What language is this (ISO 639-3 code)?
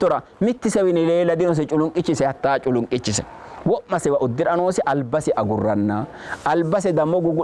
sid